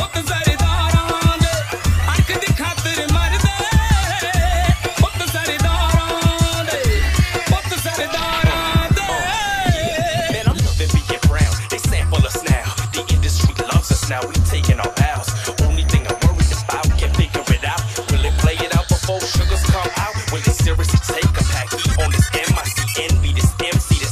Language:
Punjabi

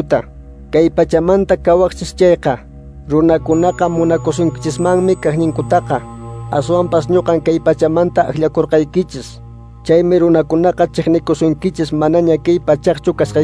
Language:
Quechua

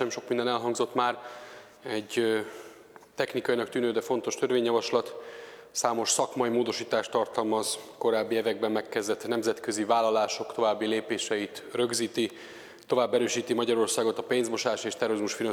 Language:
Hungarian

